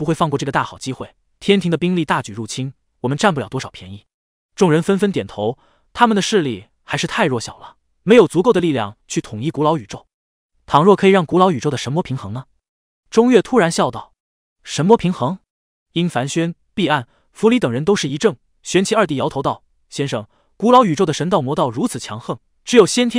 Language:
Chinese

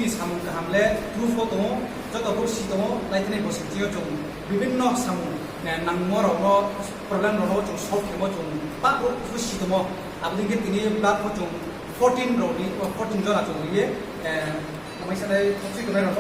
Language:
Riang (India)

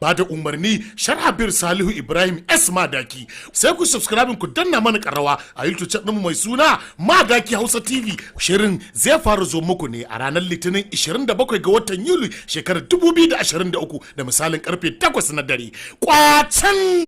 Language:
Hausa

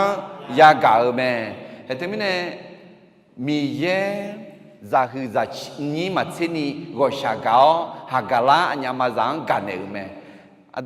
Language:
Akha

